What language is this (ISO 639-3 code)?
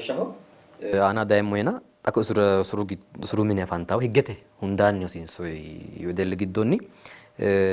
sid